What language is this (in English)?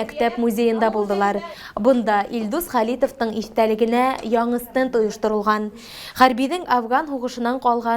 Bashkir